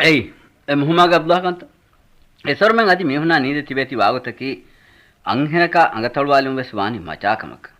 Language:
Divehi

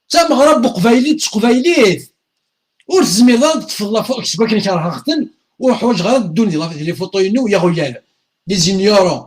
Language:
Kabyle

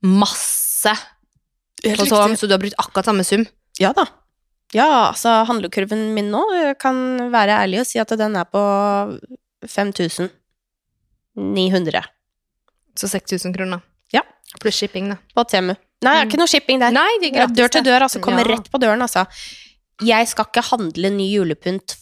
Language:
Norwegian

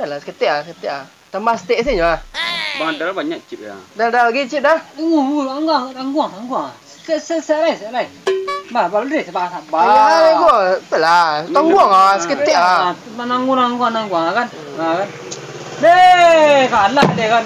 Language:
Minangkabau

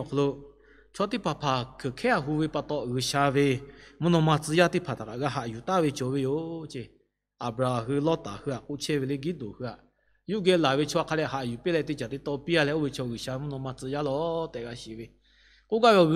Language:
Lahu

